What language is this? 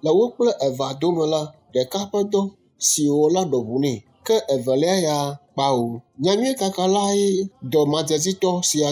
Ewe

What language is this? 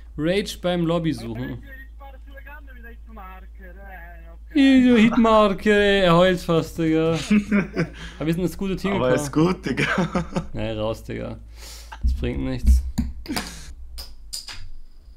German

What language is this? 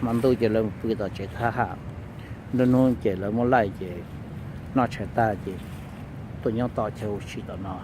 Hmong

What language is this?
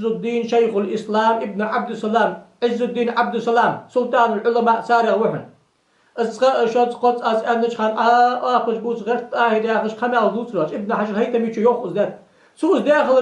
Ingush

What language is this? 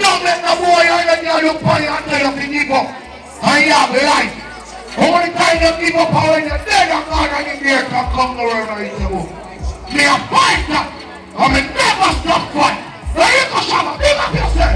Jamaican Creole English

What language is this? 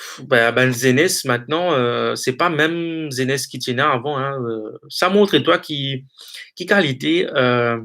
Morisyen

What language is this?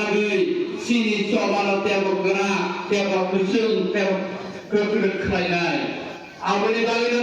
Kok Borok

